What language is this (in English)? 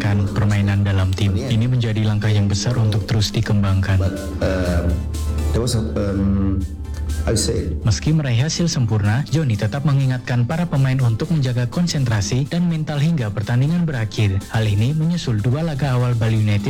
Indonesian